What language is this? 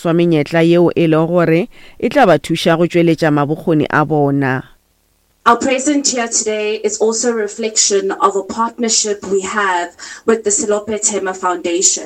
Northern Sotho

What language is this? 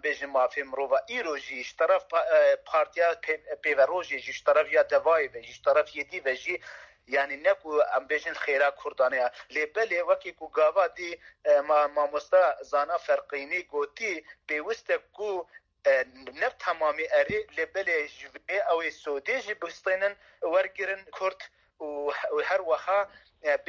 Kurdish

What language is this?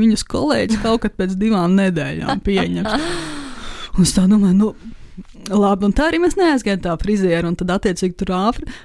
Latvian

